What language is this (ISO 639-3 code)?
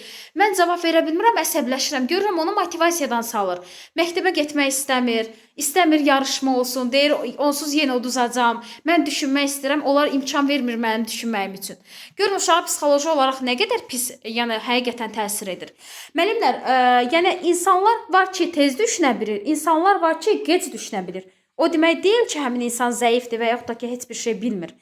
aze